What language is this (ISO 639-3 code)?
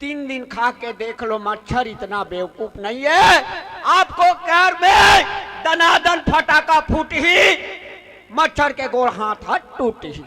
hne